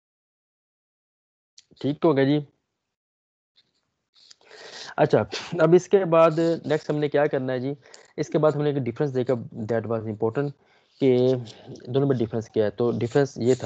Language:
Hindi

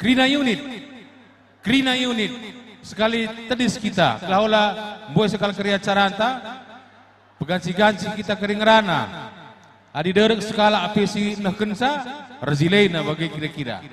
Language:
Batak Karo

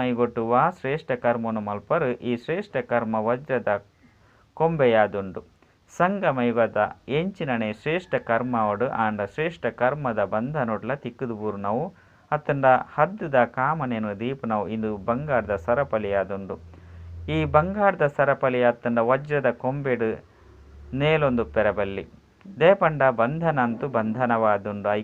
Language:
Tulu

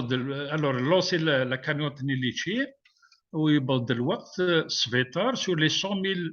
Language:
Kabyle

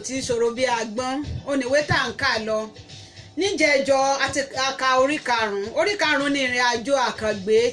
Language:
Yoruba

